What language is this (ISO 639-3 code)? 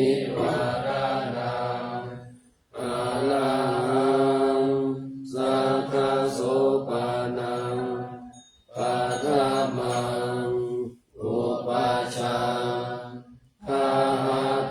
pli